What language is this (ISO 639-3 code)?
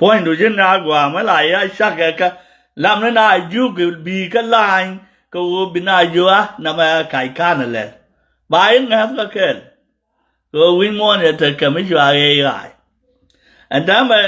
nus